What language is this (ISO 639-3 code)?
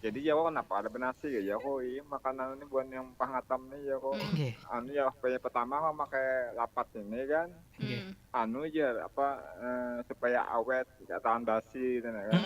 bjn